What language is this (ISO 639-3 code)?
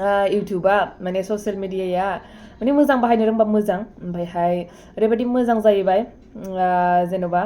brx